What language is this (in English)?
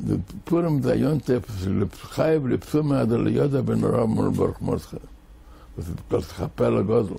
Yiddish